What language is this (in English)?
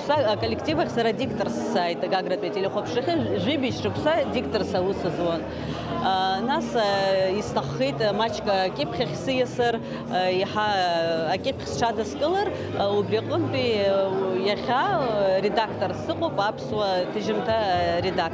Abkhazian